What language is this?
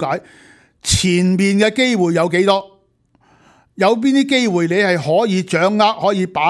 Cantonese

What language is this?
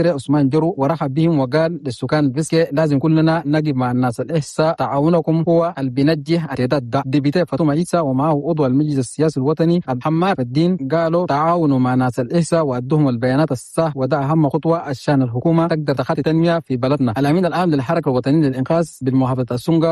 Chadian Arabic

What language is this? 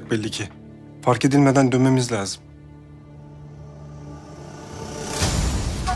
Turkish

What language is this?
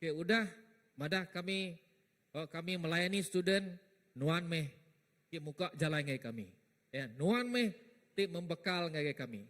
Iban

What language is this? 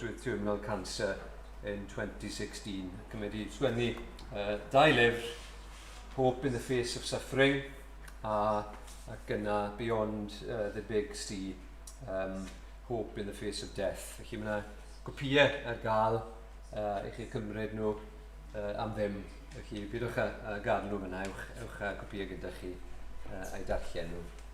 Welsh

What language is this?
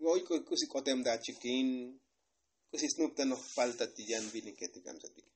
Tzotzil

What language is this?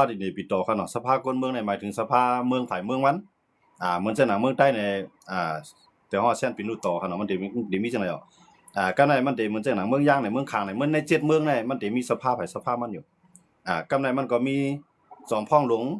Shan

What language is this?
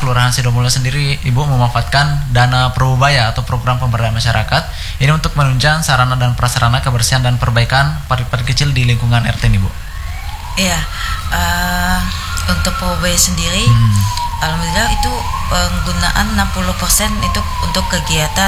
Indonesian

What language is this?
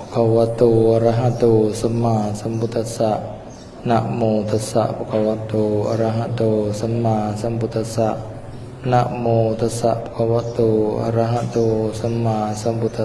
Lao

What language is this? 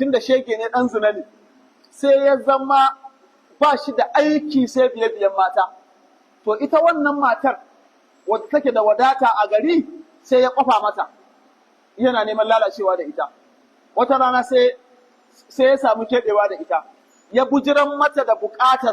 Hausa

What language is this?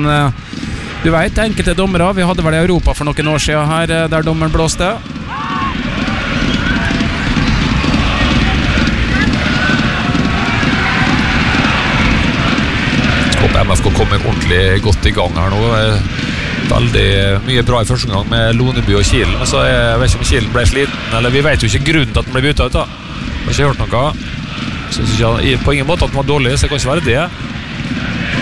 Norwegian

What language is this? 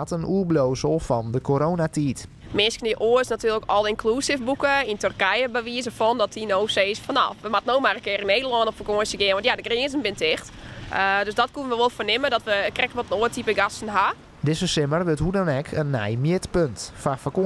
Western Frisian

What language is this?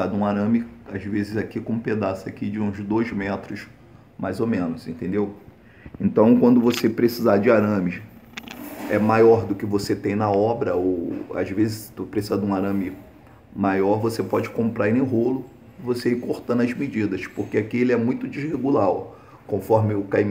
Portuguese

